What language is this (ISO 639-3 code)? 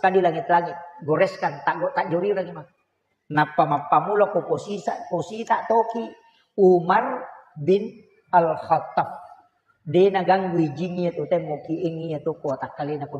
bug